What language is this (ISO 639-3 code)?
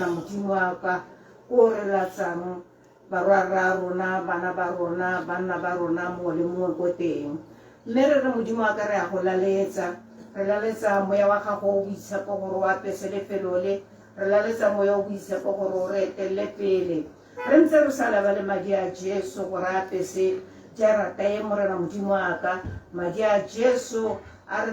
tsn